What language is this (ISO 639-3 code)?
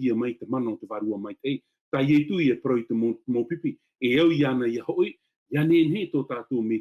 tah